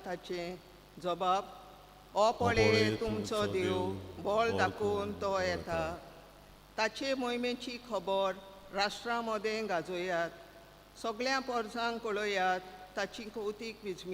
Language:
Konkani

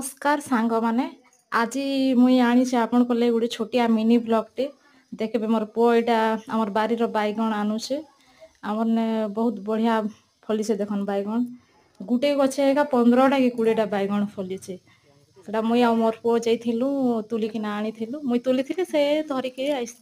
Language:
Sambalpuri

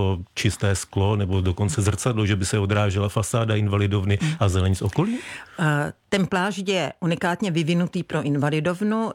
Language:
Czech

